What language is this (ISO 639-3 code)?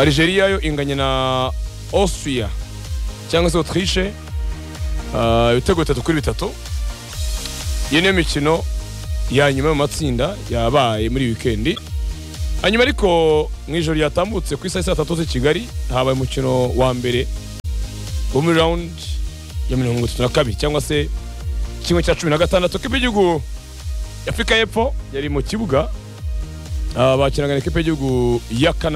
kin